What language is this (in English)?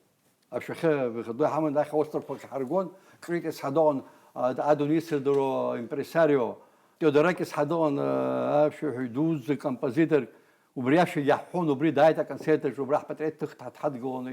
Abkhazian